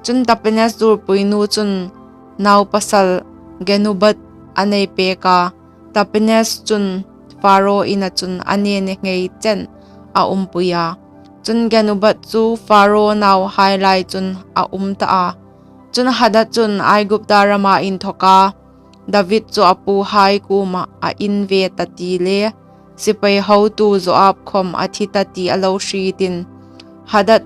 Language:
Hmar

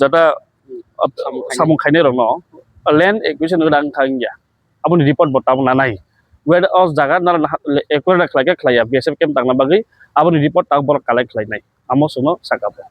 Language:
Kok Borok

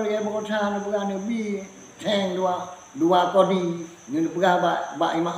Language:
Achinese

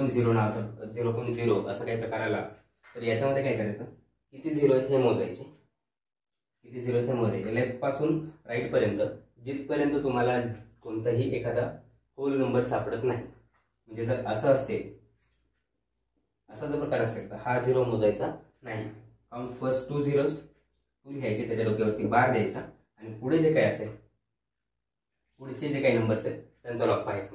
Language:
Marathi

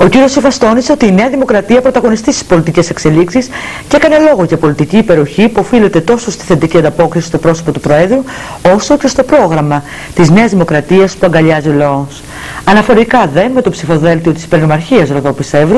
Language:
Greek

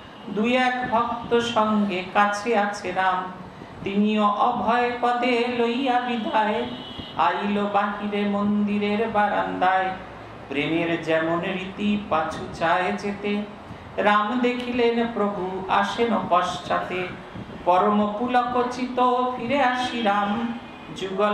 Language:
Bangla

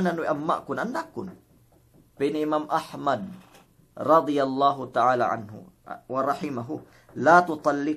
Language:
Yakan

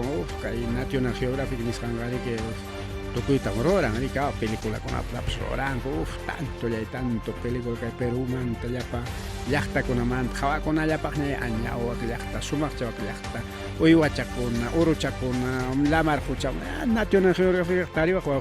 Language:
Ayacucho Quechua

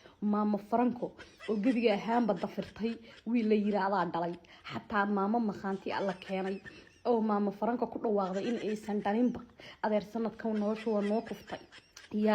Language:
Somali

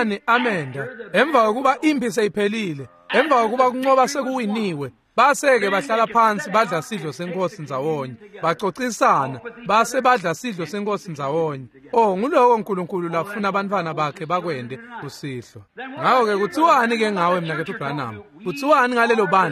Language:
Swati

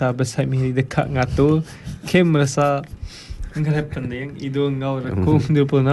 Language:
Iban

